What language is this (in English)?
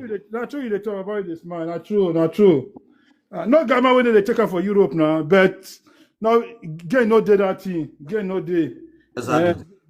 Nigerian Pidgin